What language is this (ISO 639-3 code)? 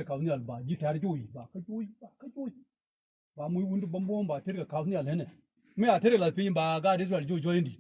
nus